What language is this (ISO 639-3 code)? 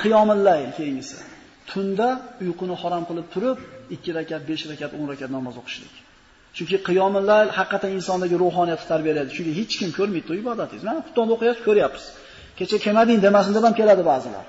uzb